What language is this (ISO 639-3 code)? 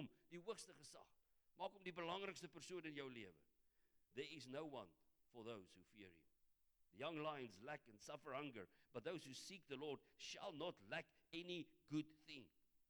afr